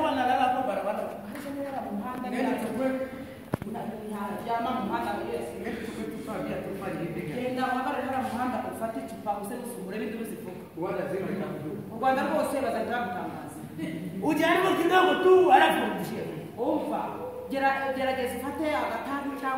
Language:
Kinyarwanda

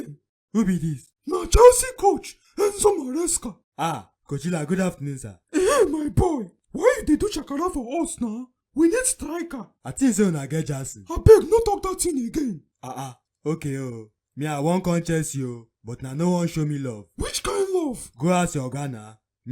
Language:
Nigerian Pidgin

